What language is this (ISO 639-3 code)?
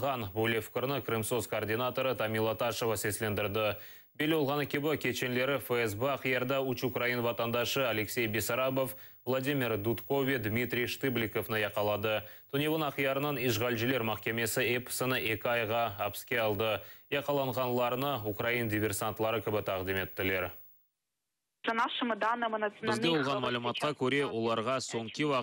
crh